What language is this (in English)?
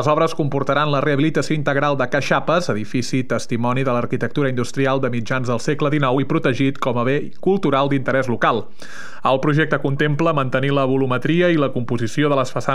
Catalan